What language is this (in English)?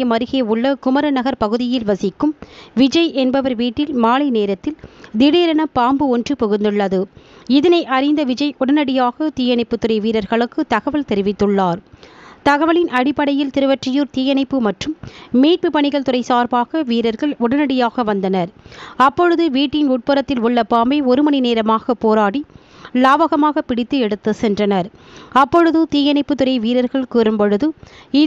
Tamil